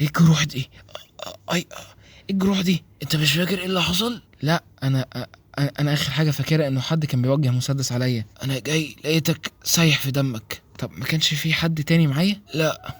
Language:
Egyptian Arabic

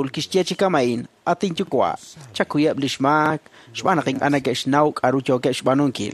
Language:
Kekchí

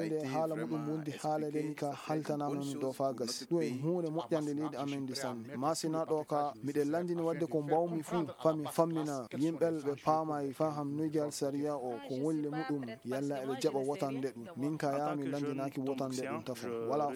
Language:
Maasina Fulfulde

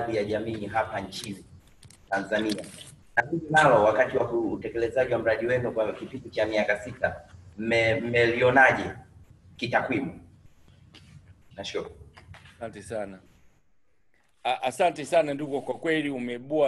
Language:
Swahili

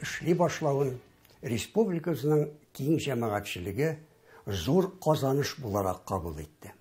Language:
Tatar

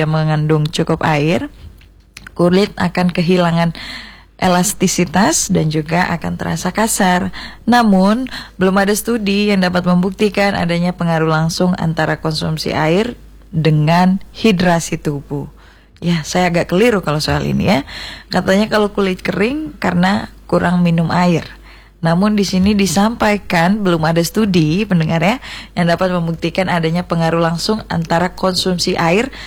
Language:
Indonesian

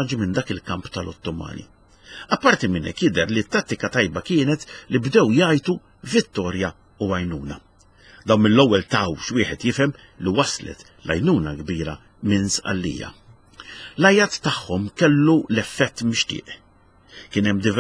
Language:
Maltese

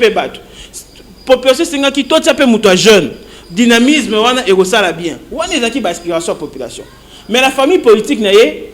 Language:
Lingala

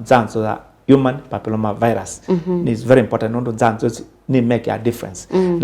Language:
Kamba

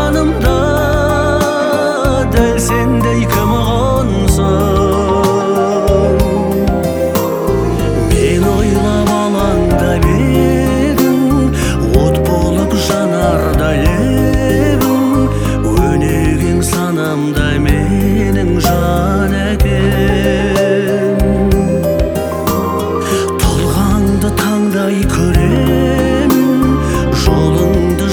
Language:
Kazakh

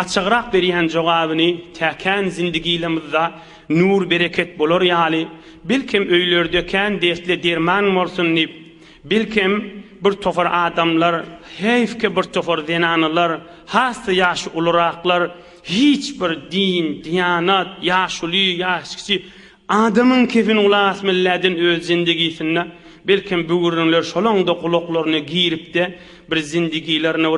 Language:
Turkmen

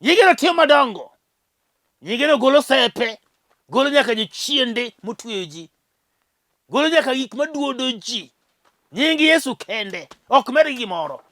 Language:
Luo (Kenya and Tanzania)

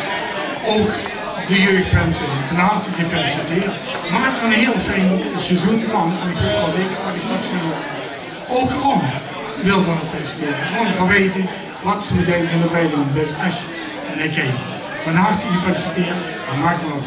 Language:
Limburgish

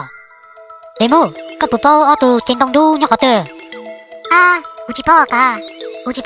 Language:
Hmong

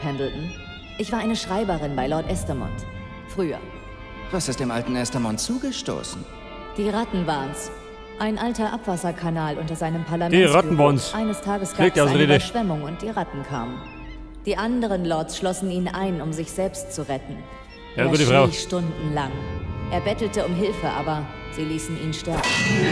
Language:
Bavarian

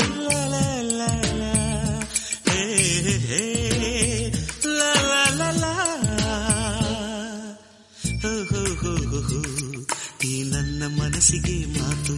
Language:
Kannada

